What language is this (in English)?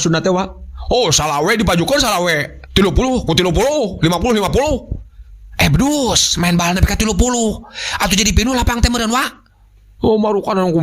Sundanese